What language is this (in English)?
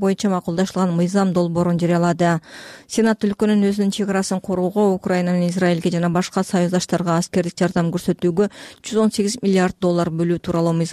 Kyrgyz